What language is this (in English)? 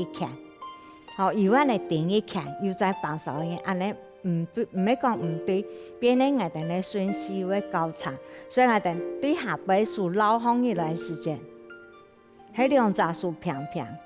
Hakka Chinese